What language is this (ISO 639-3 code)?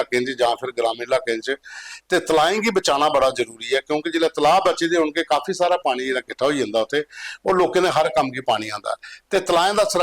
doi